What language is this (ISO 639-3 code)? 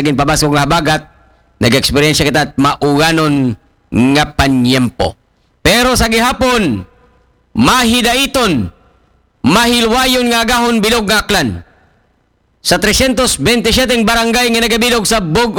akl